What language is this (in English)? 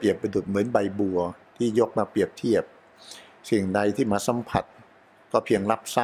Thai